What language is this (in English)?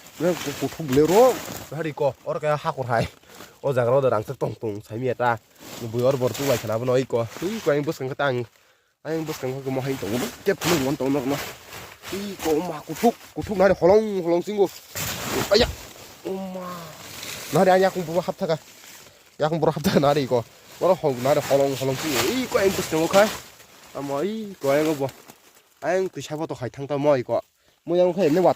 Kok Borok